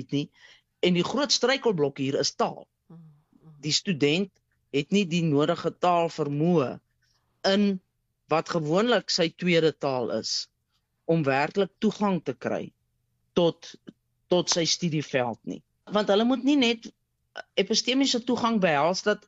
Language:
Afrikaans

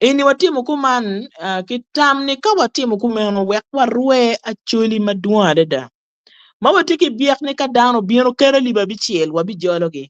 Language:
Acoli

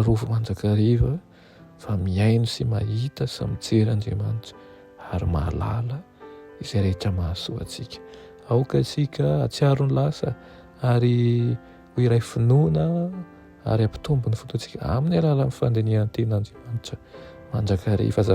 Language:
Malagasy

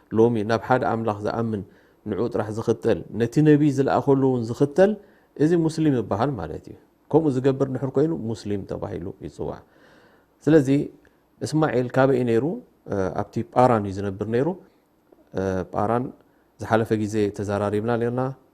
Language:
Tigrinya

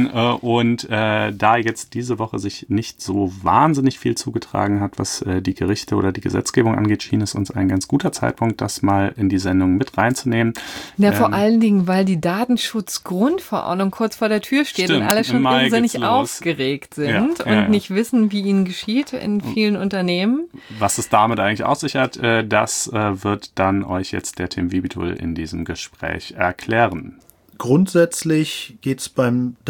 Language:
German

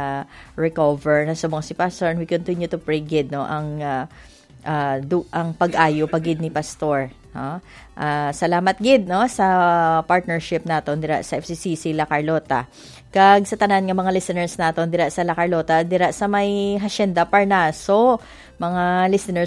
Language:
Hiligaynon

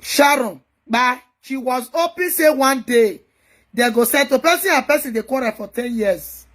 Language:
Nigerian Pidgin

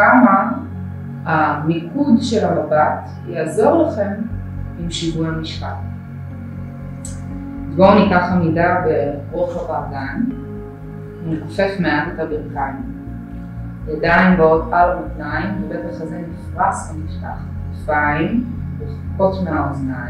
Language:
Hebrew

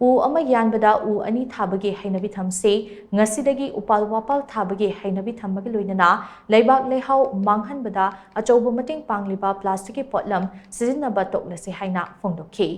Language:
Manipuri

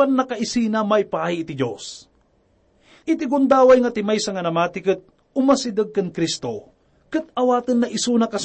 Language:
Iloko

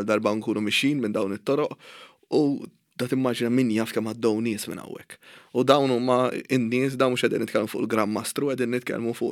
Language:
Maltese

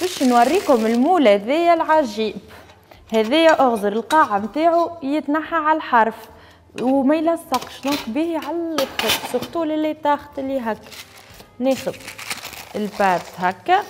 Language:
Tunisian Arabic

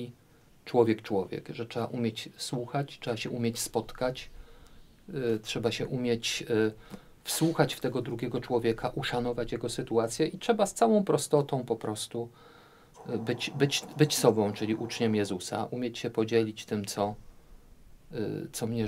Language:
Polish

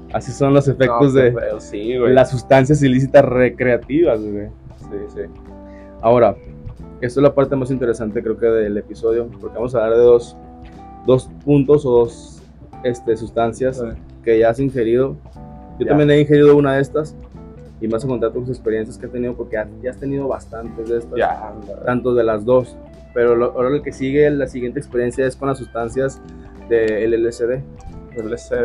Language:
Spanish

